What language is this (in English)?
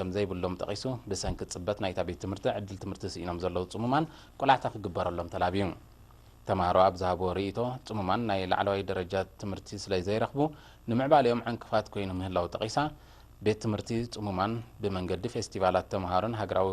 Tigrinya